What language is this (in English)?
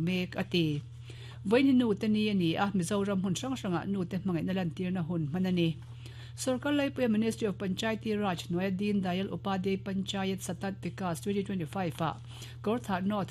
Mizo